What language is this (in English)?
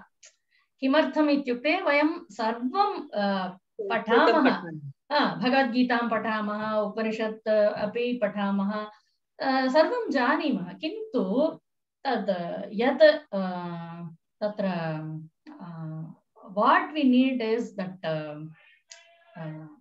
Sanskrit